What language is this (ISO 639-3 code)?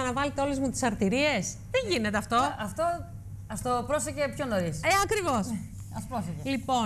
ell